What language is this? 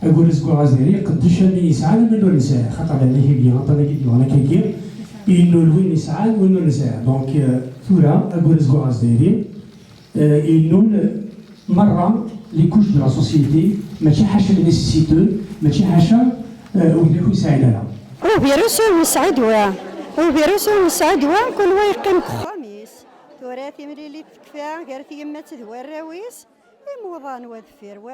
Kabyle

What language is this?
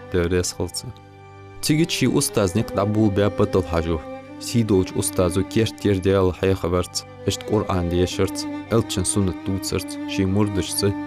Ingush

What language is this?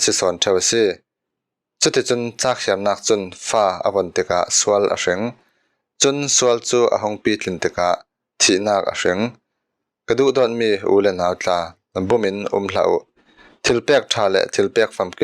Falam Chin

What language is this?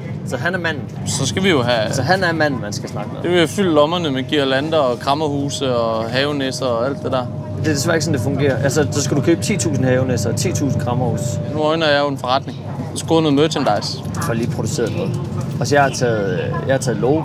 Danish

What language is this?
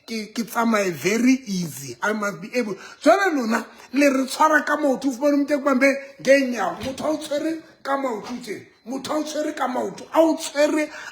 Southern Sotho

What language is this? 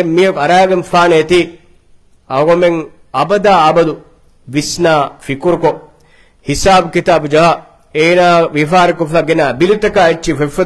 Divehi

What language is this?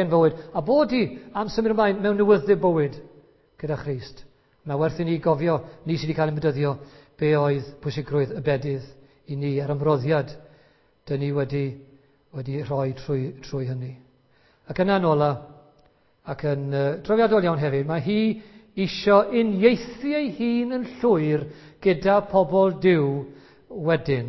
Welsh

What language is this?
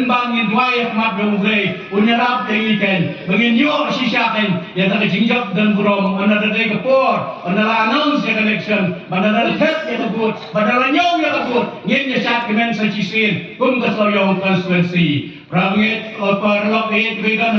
Khasi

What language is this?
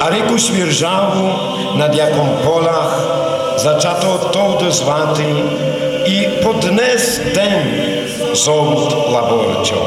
Rusyn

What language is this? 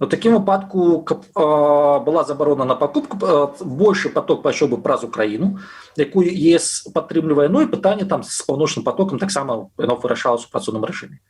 Belarusian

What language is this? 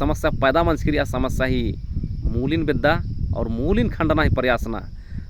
Kurukh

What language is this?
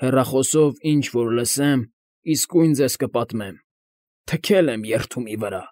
Armenian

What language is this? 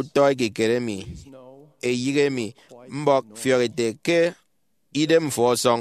Efik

